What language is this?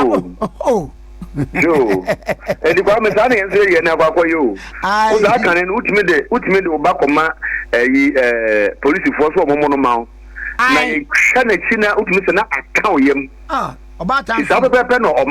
Akan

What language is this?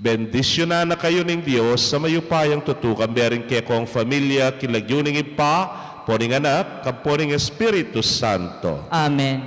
Pampanga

